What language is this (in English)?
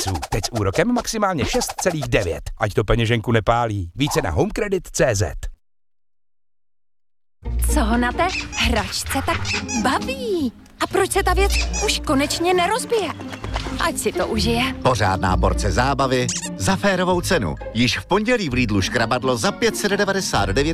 Czech